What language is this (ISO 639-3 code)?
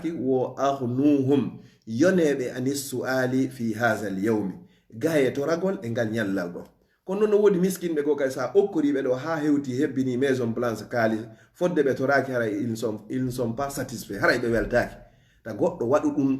ful